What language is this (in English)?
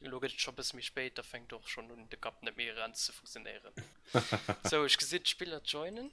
Luxembourgish